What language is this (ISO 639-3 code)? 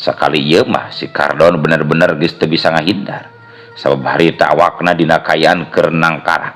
sun